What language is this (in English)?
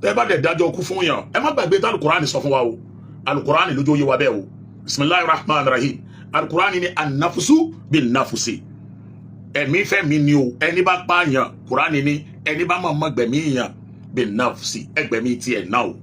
Yoruba